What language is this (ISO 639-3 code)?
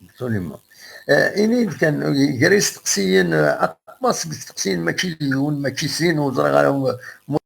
kab